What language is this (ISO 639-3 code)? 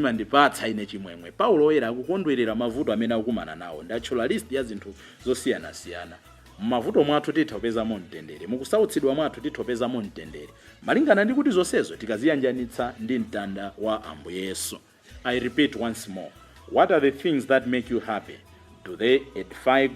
nya